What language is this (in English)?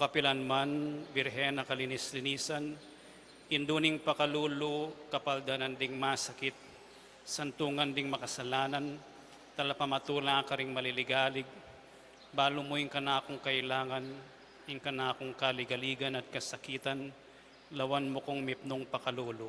Pampanga